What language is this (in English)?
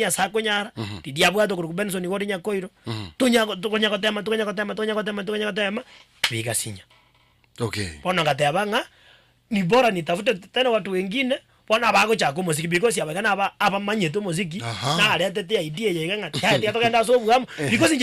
Gusii